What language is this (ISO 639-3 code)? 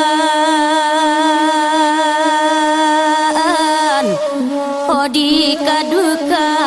min